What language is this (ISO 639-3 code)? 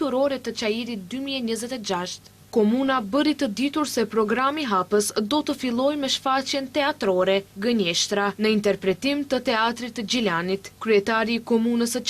sqi